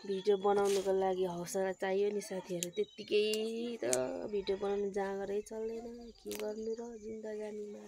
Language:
Nepali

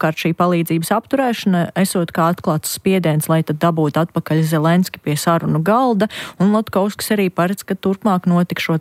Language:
Latvian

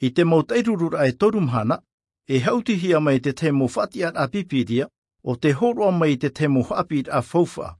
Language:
Tahitian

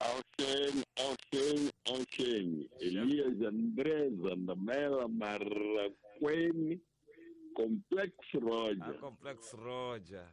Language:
Tsonga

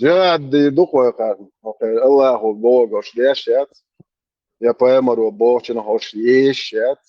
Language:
Chechen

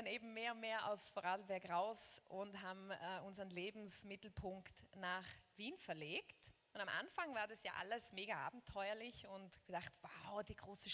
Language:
Swiss German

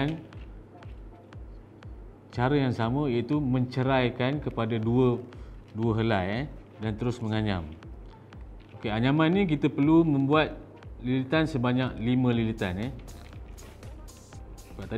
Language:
Malay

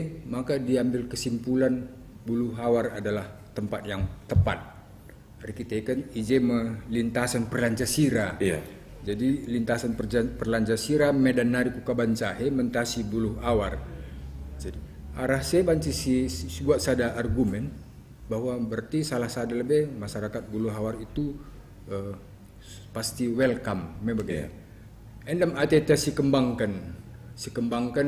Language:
Batak Karo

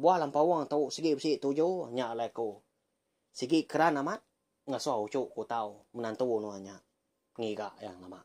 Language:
Iban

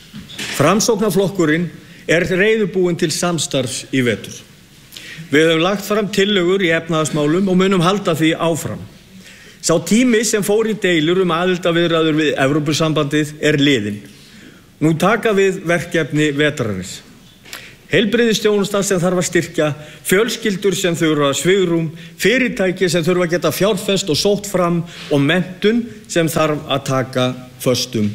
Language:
Icelandic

